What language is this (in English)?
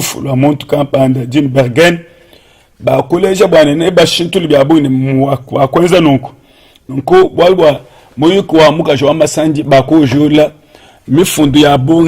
Luba-Lulua